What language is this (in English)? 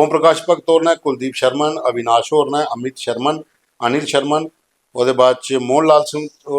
Dogri